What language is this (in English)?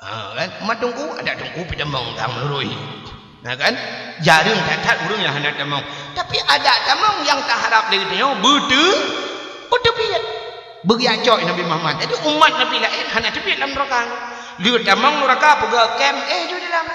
Achinese